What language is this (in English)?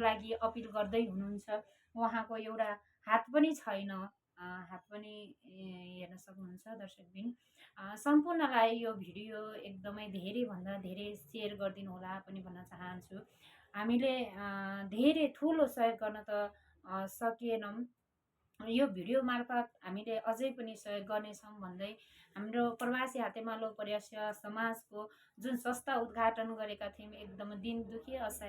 Nepali